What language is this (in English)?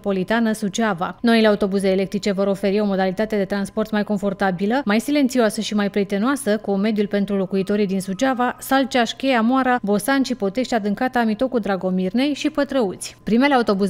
Romanian